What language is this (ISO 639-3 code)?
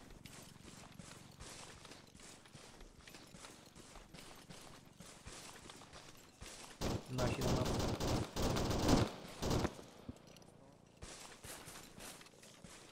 pol